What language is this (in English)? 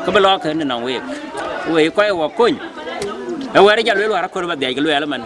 Dinka